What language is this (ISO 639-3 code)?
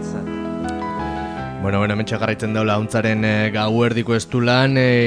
eus